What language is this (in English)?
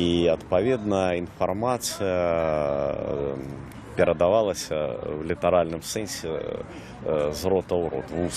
Belarusian